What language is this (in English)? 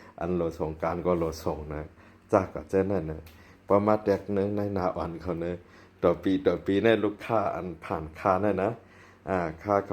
Shan